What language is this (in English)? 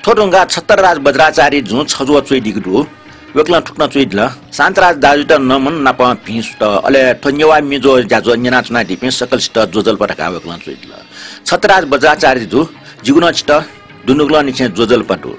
Newari